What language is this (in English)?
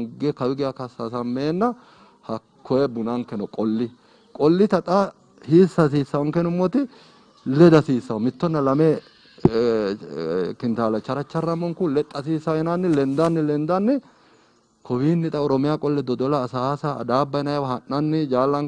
Sidamo